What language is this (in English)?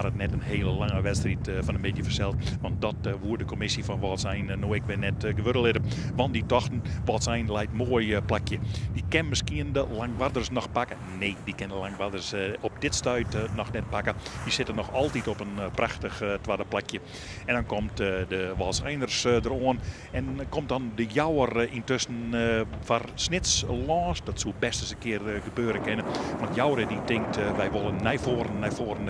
Western Frisian